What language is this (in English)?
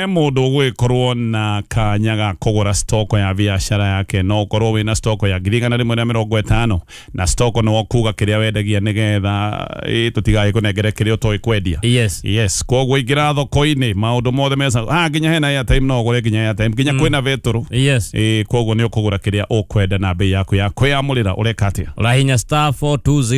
Kikuyu